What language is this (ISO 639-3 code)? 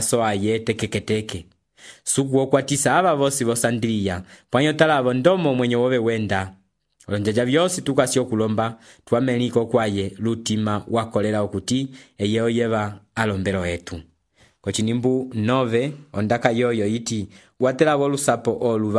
umb